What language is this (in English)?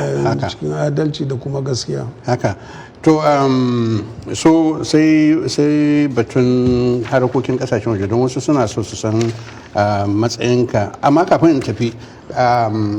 Hausa